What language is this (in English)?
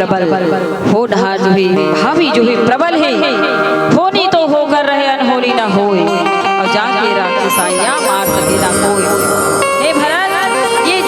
Chhattisgarhi